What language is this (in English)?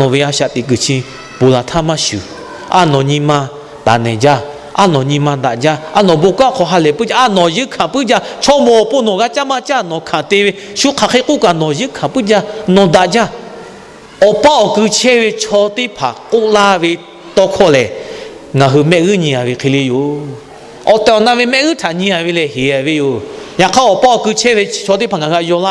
Lahu